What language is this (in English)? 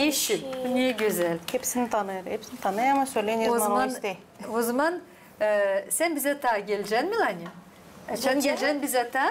Gagauz